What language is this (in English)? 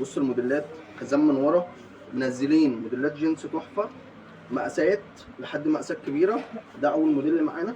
Egyptian Arabic